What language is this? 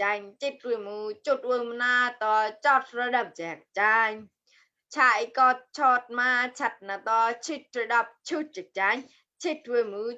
Mon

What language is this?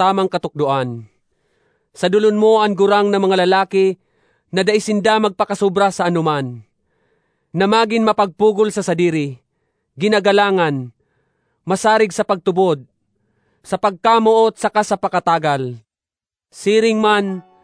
Bikol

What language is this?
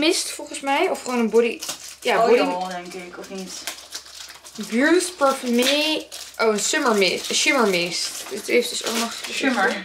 Dutch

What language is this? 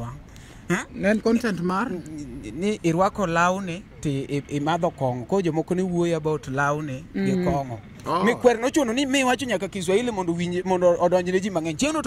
Luo (Kenya and Tanzania)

